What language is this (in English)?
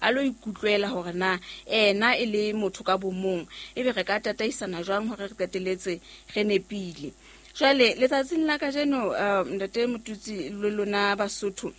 Southern Sotho